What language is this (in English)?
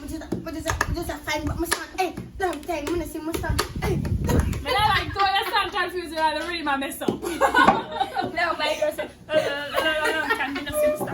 Jamaican Creole English